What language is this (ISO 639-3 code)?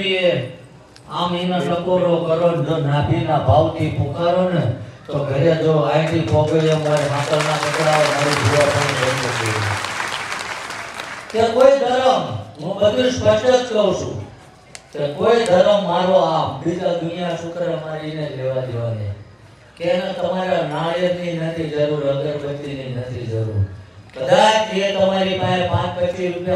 guj